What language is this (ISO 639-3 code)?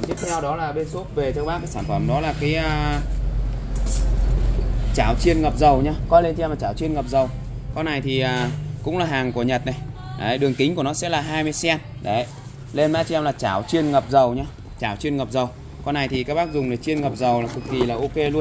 vie